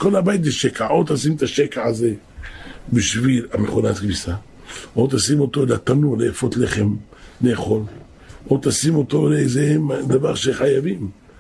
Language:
Hebrew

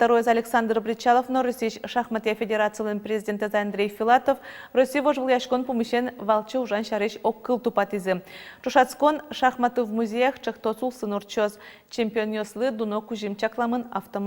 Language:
Udmurt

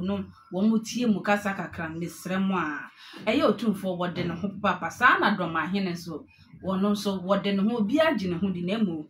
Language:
Akan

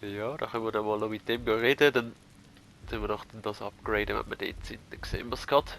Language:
Swiss German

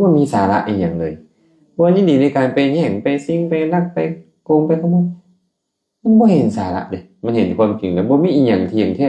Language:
Lao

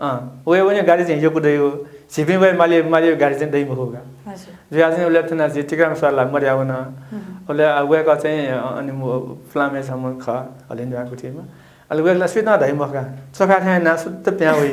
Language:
Newari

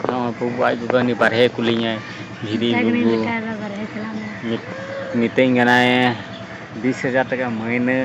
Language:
Santali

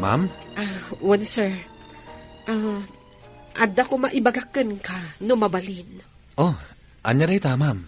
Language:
Iloko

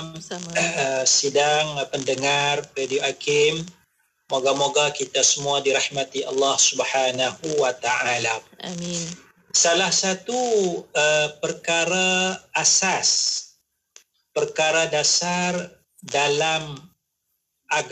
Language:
Malay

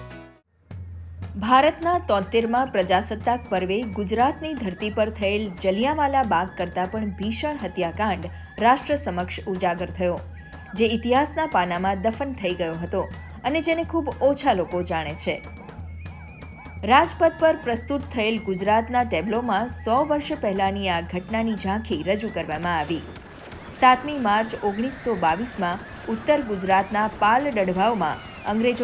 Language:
Gujarati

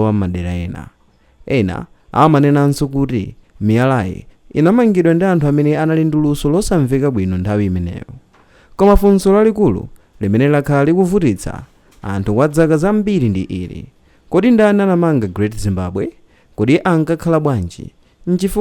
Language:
Nyanja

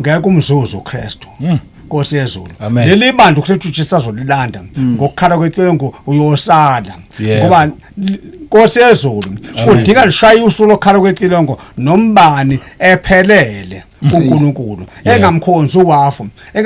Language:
Zulu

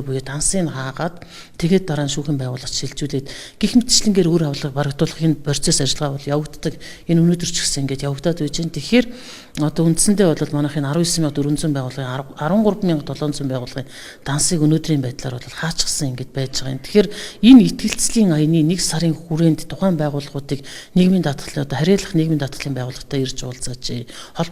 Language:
Mongolian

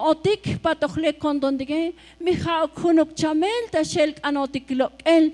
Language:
Tzotzil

